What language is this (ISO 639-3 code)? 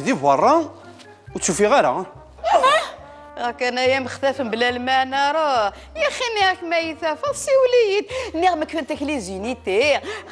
kab